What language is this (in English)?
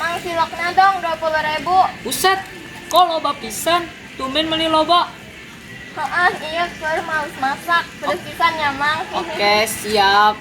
Sundanese